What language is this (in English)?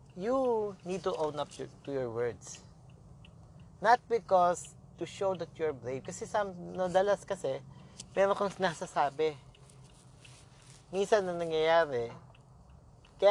Filipino